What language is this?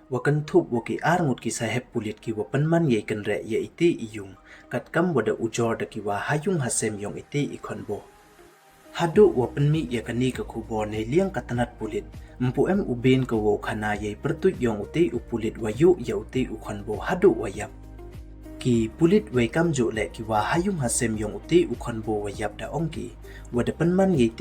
Pnar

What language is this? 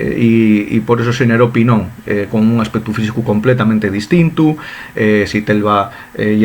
Asturian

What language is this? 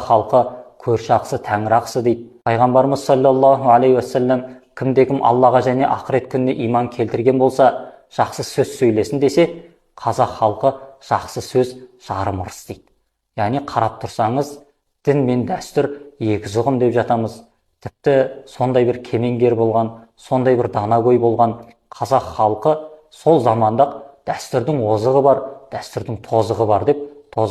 Kazakh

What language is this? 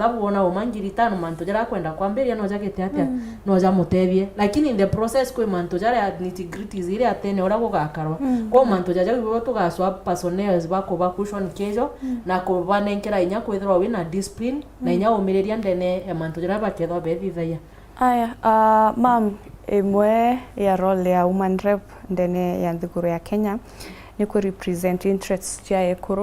Meru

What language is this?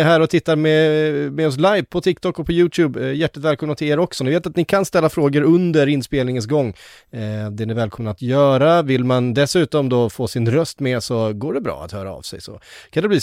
Swedish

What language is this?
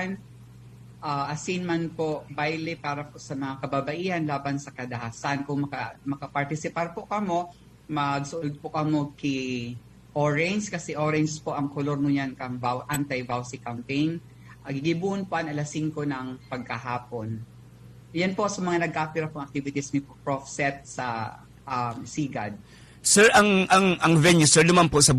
Bikol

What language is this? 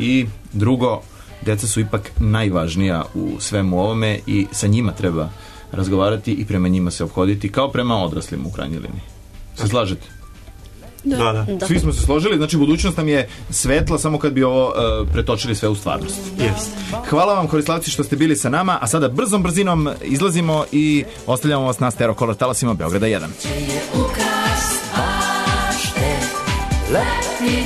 Serbian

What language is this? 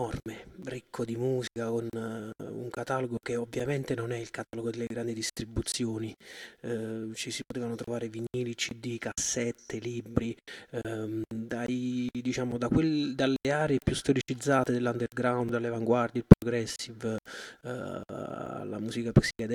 Italian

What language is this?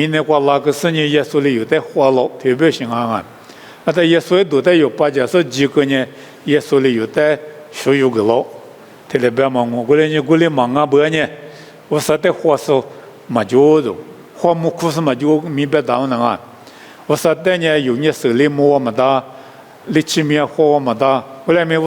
Lisu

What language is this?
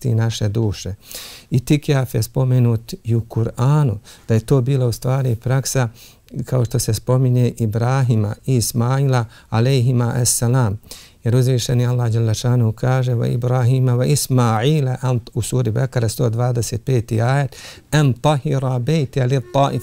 Bosnian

